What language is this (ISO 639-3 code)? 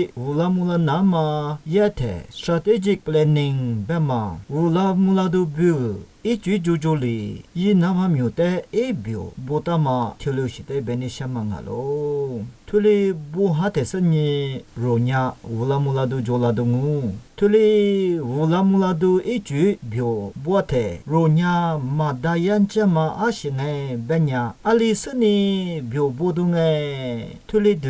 lis